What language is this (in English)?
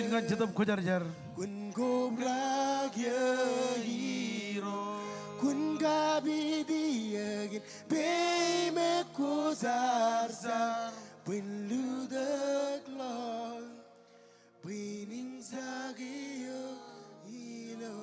Marshallese